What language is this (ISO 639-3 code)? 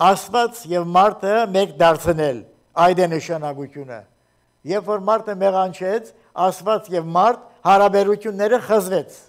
hye